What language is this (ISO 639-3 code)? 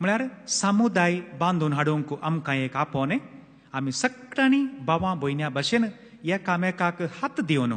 kok